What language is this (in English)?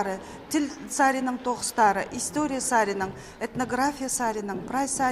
Khakas